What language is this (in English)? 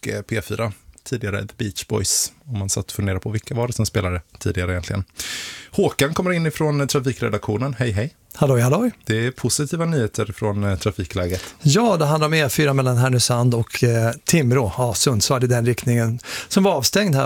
Swedish